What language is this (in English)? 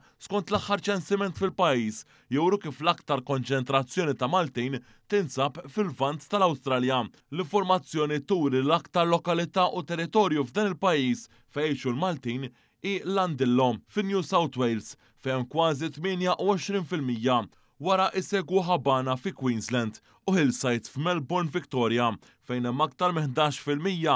Maltese